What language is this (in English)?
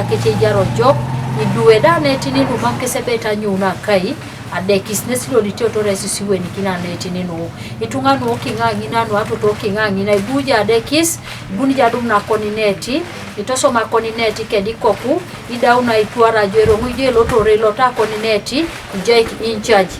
Teso